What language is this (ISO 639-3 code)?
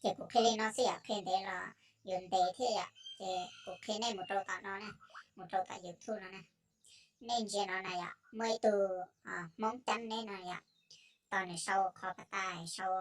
hmn